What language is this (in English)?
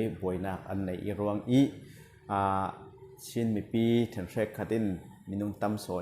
Falam Chin